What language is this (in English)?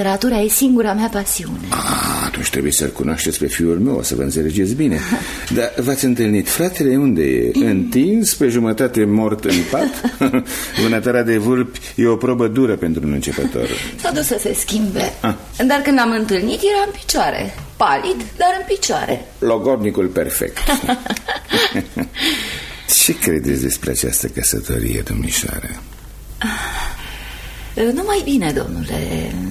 Romanian